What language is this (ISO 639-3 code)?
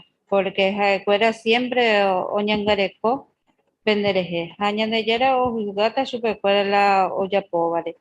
grn